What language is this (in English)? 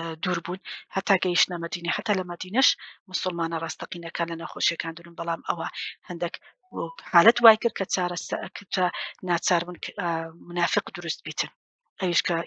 Central Kurdish